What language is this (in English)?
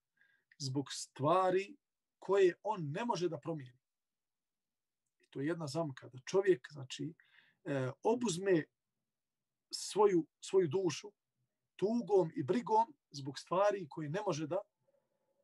Bosnian